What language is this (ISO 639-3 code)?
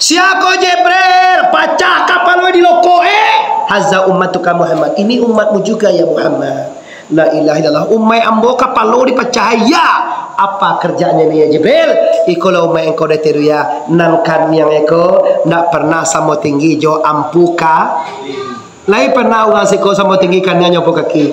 min